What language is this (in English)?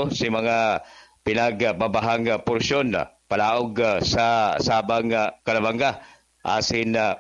Bikol